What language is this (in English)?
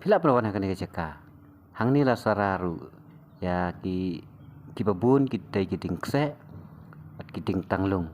Khasi